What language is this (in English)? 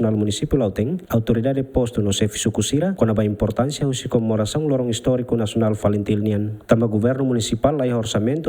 Tetum